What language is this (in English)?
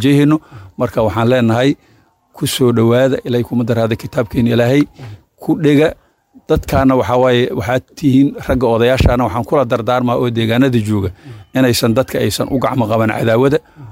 Somali